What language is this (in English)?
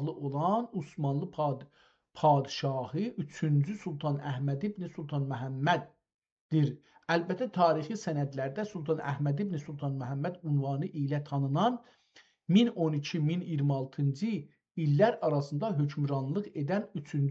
South Azerbaijani